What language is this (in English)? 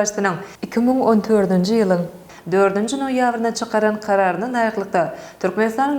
Turkmen